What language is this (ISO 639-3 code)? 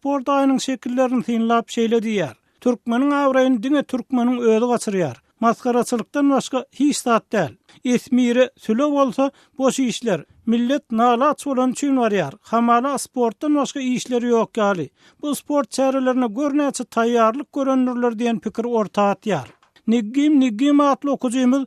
tuk